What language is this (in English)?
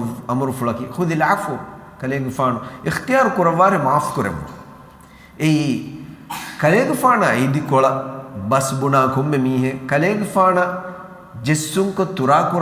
Divehi